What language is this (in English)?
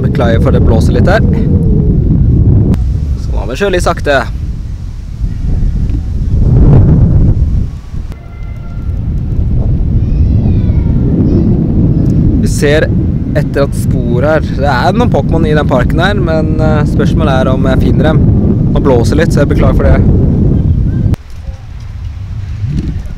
Norwegian